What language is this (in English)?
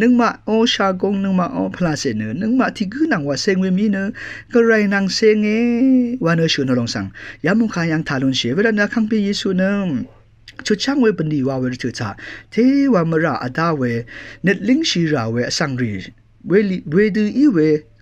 Rawang